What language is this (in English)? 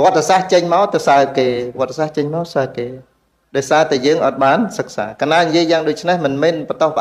Khmer